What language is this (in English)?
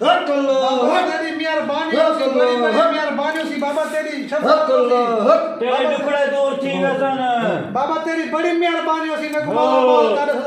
Saraiki